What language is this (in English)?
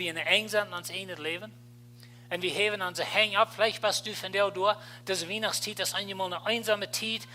Plautdietsch